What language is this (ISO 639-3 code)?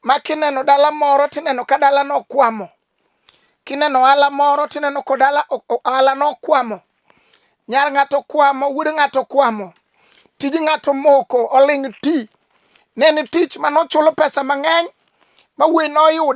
luo